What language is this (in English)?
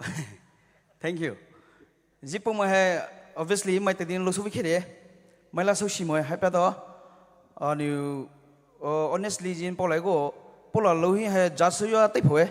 Poumei Naga